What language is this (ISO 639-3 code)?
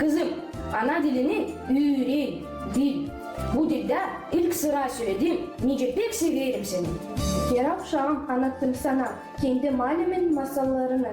gag